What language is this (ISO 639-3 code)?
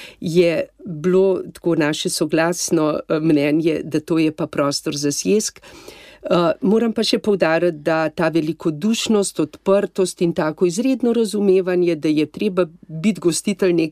slv